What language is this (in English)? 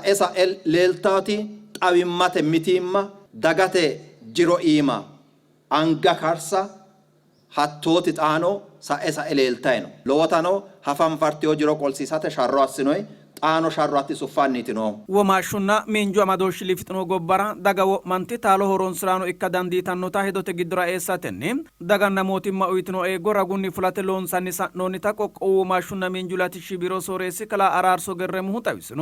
Sidamo